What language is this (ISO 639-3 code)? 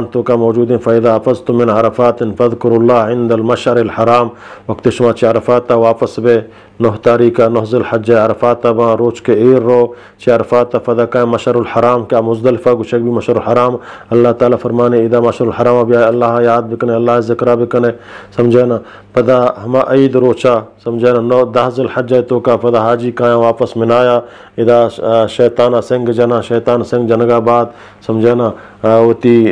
bgp